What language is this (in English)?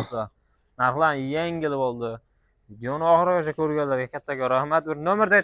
Uzbek